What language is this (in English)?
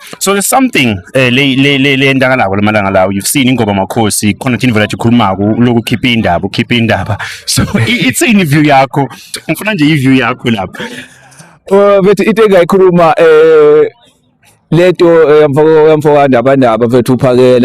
Zulu